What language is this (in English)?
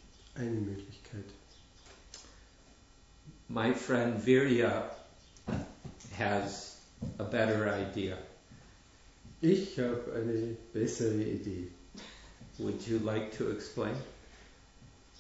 German